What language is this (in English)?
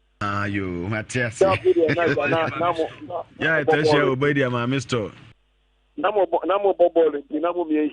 Akan